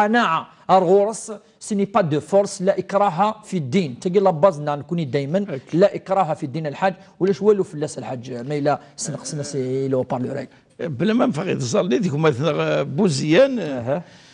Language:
Kabyle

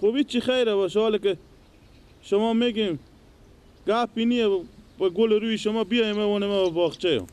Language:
Persian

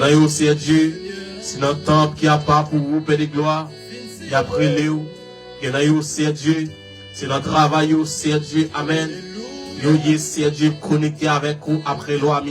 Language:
Haitian Creole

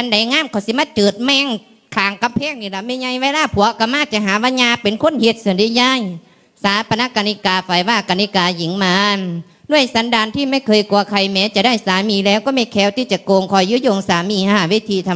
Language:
Lao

